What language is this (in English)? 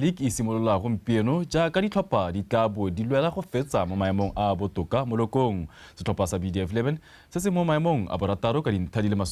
Tswana